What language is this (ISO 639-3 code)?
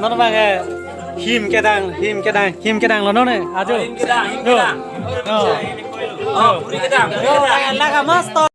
mjw